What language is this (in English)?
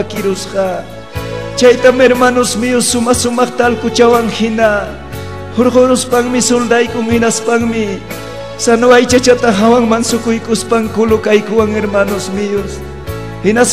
Ayacucho Quechua